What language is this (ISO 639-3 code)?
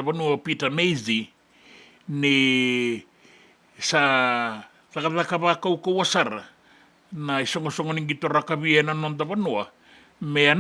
fij